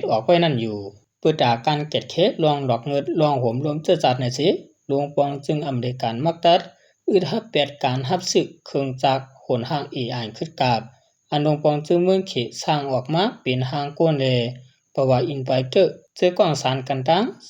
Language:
Shan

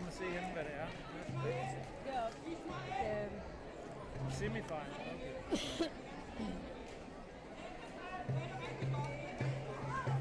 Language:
Danish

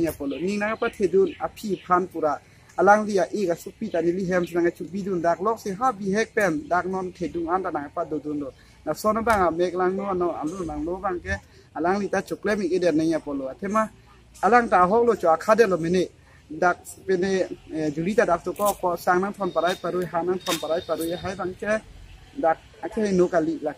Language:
Karbi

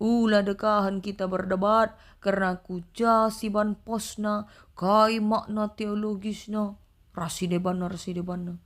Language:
Batak Karo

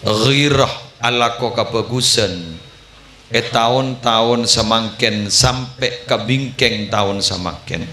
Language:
Madurese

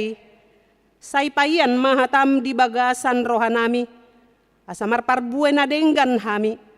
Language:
Batak Toba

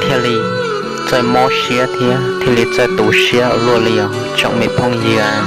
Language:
Hmong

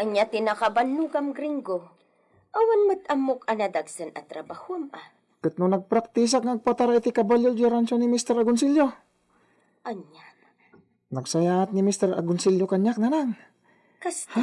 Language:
Iloko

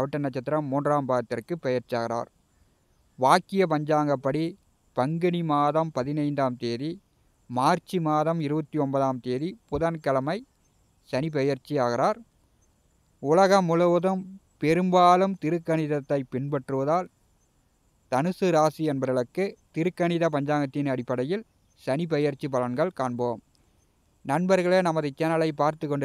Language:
Tamil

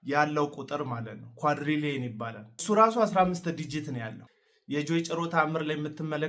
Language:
Amharic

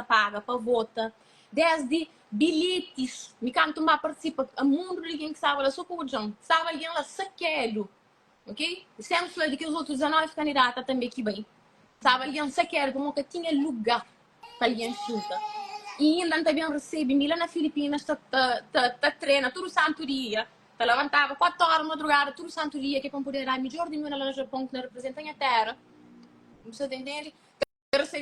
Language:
Kabuverdianu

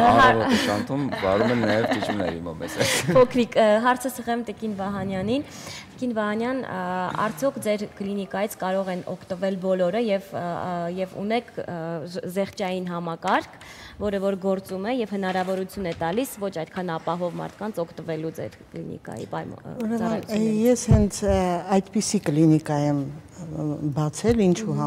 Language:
Armenian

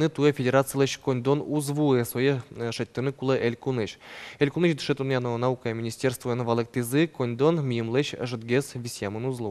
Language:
Udmurt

